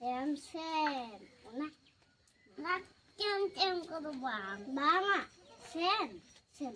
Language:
Santali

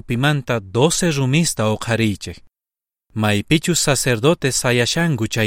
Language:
South Bolivian Quechua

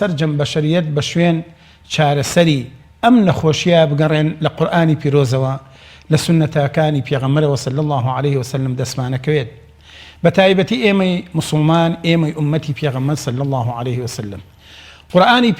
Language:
Central Kurdish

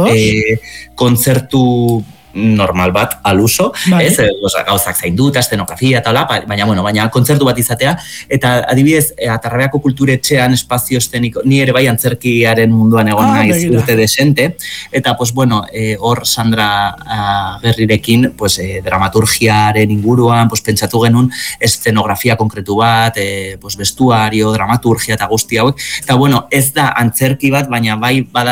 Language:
Basque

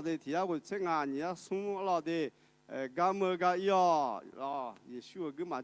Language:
Akha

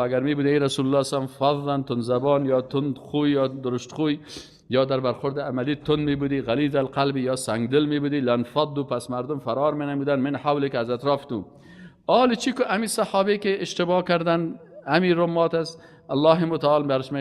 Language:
Persian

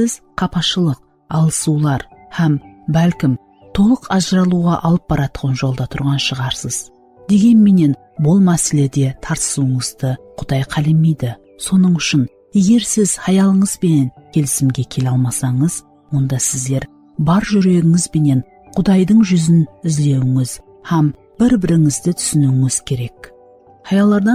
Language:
Kara-Kalpak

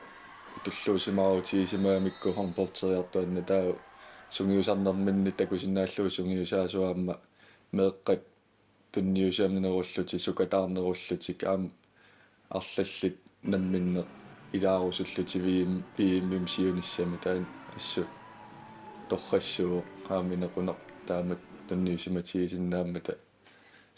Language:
Kalaallisut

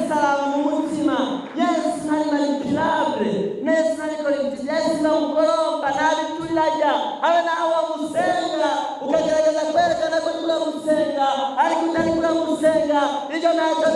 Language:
Rundi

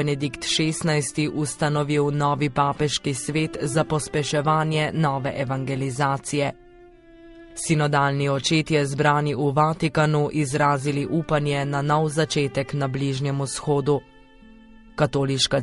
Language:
Slovenian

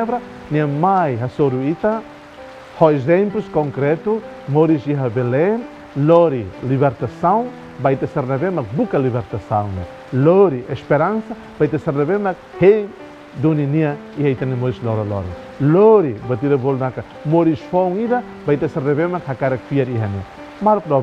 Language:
Tetum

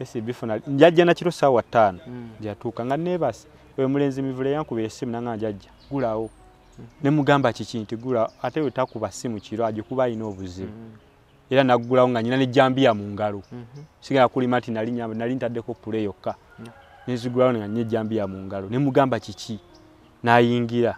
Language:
Ganda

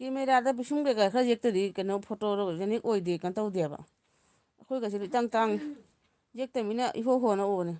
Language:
Manipuri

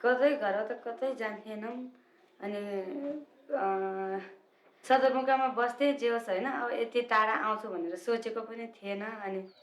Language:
Nepali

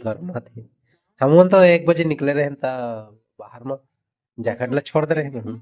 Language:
Chhattisgarhi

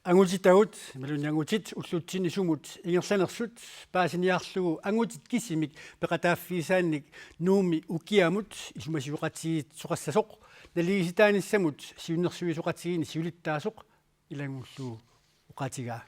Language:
Kalaallisut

